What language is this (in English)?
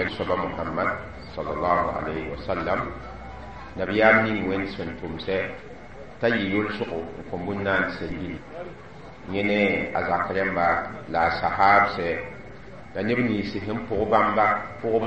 Mossi